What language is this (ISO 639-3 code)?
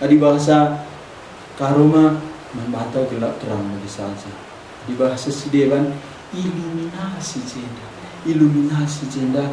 btx